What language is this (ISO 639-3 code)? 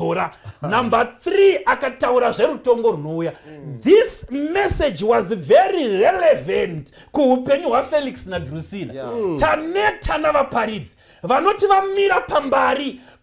sna